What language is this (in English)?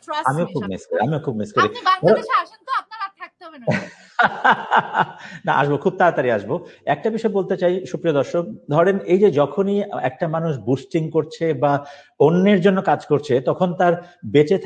Bangla